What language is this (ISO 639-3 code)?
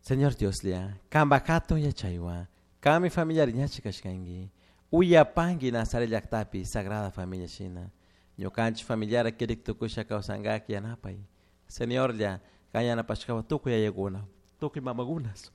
qug